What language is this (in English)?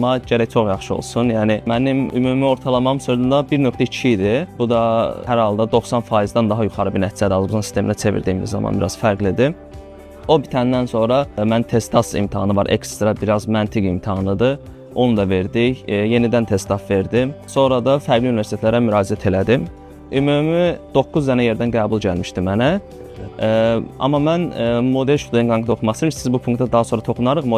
Azerbaijani